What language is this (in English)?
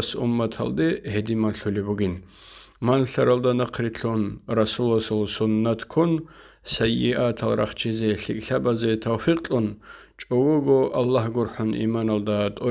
Avaric